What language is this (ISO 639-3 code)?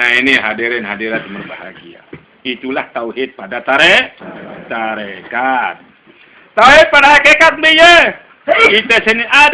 sas